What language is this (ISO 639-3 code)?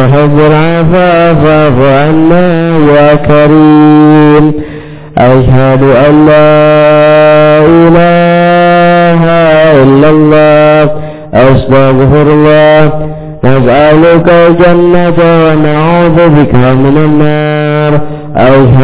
ara